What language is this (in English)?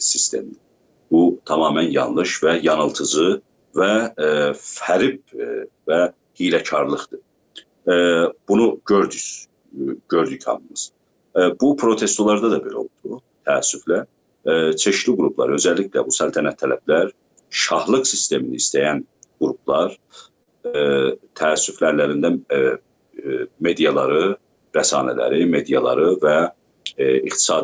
South Azerbaijani